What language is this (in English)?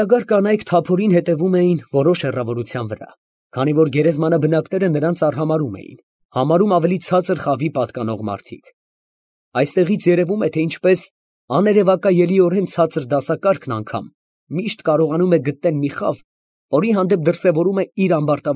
Armenian